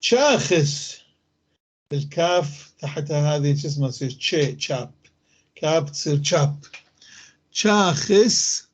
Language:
North Levantine Arabic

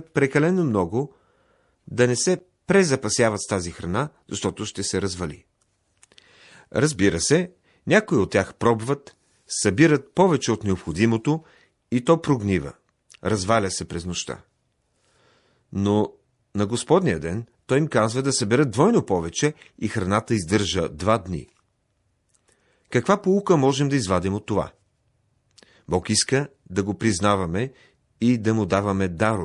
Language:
Bulgarian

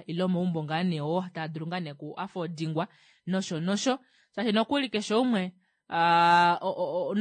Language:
Kuanyama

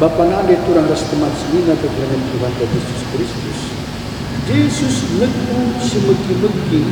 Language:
Batak Karo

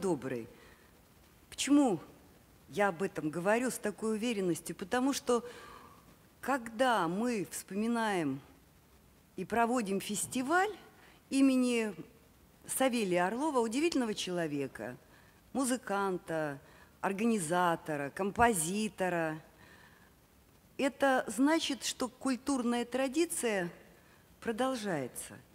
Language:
Russian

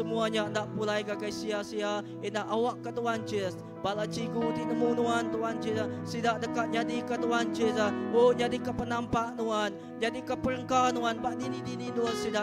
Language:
Iban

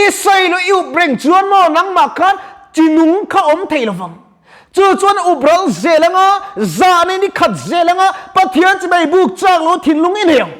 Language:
Mizo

